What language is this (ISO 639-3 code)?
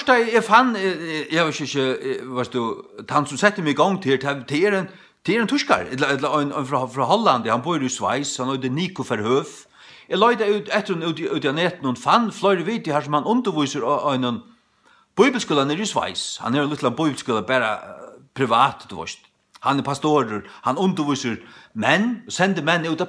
fao